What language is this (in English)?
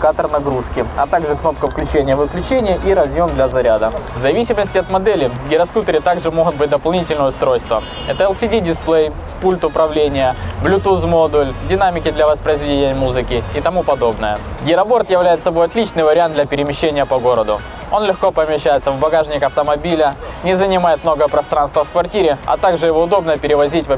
Russian